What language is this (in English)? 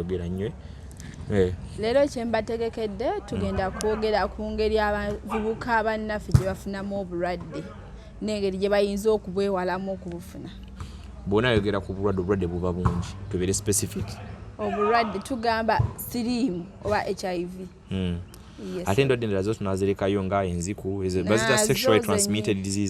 Ganda